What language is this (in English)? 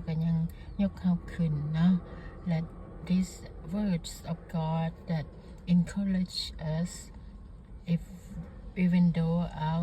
Lao